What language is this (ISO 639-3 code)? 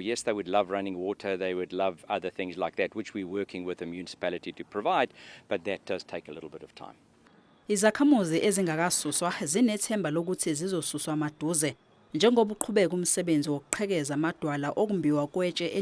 zul